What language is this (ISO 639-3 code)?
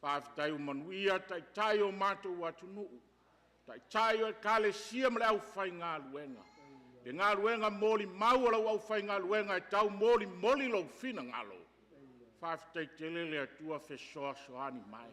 smo